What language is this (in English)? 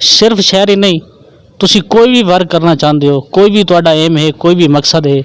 Saraiki